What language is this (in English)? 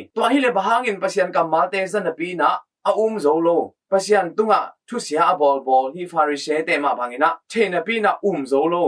Tedim Chin